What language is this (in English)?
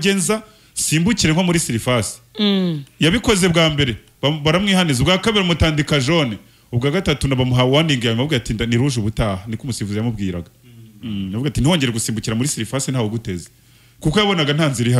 Kinyarwanda